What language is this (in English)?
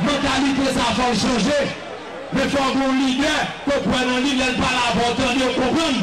Haitian Creole